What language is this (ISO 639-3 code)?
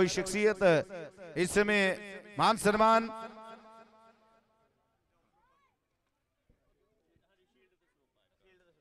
pan